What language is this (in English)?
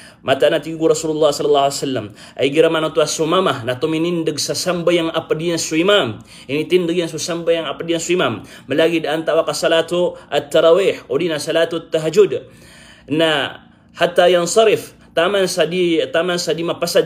Maranao